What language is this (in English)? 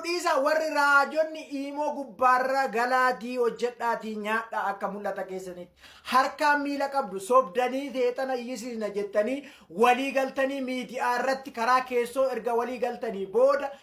Oromo